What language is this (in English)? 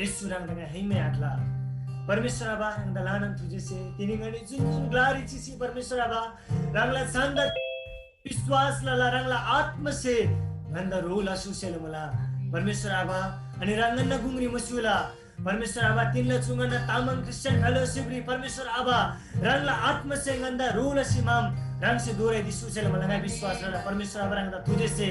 Eastern Tamang